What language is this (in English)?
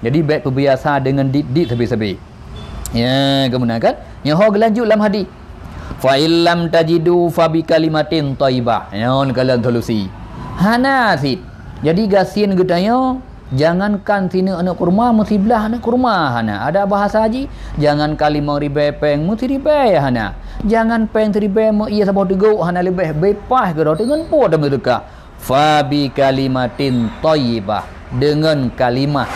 Achinese